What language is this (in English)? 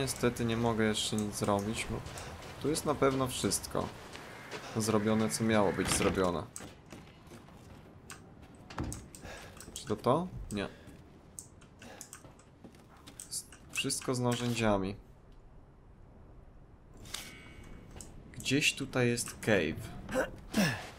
Polish